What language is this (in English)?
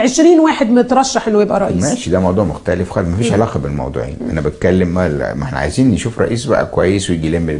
Egyptian Arabic